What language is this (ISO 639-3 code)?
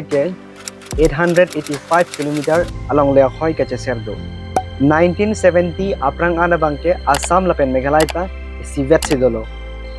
mjw